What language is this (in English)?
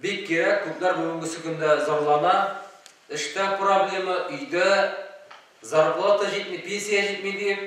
Tatar